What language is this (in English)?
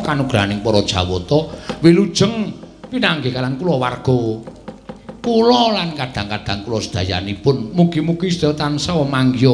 Javanese